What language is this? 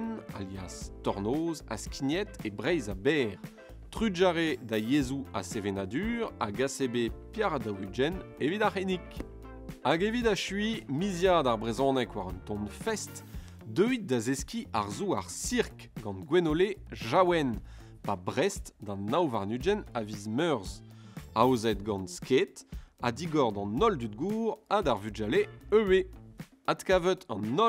Breton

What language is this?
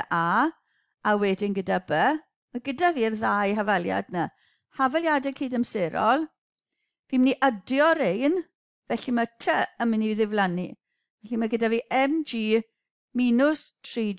Welsh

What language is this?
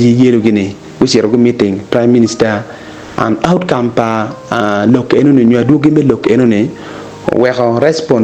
Acoli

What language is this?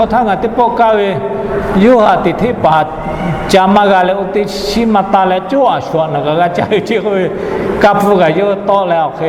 Lahu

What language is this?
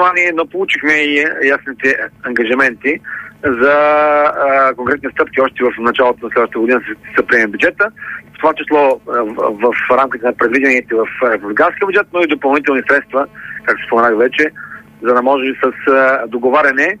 Bulgarian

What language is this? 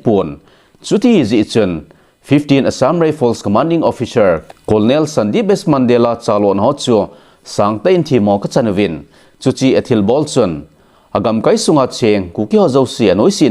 Thado Chin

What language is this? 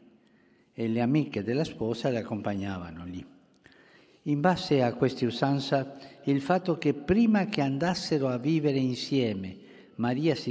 Italian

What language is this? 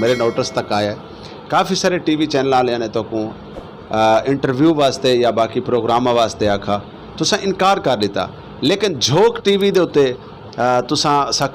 Saraiki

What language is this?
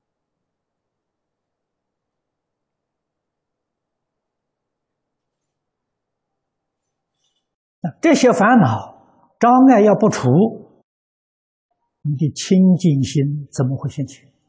Chinese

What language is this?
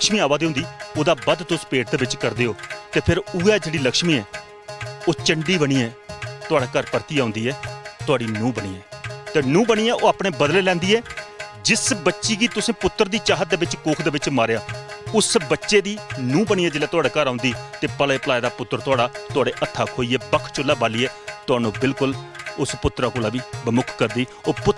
Dogri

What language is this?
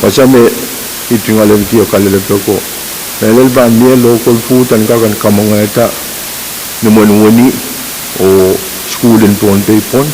Pohnpeian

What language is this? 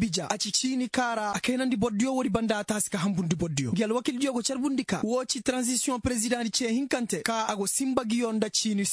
Koyraboro Senni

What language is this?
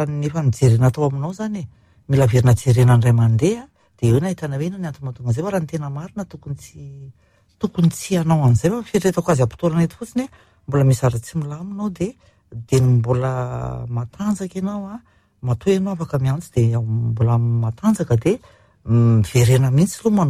Malagasy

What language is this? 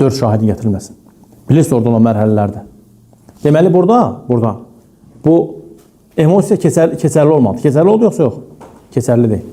Azerbaijani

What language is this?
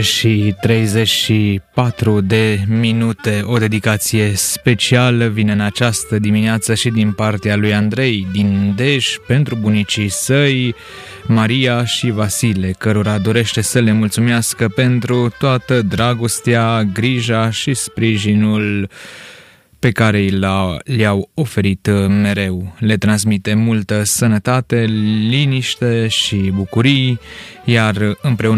Romanian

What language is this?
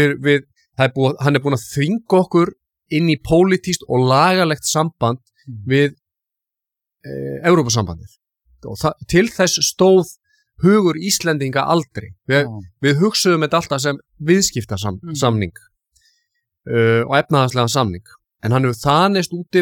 Icelandic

